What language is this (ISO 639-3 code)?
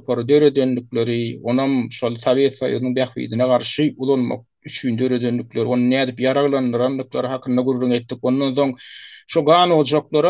tuk